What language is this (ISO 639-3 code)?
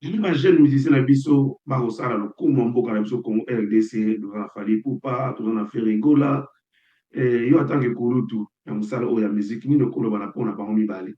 lin